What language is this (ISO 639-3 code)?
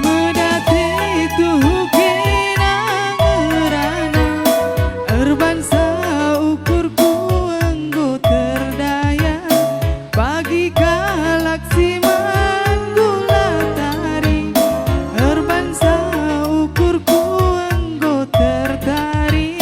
btx